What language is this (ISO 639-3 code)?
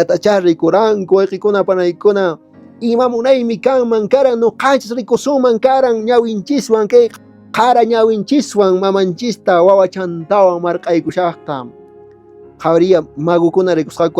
que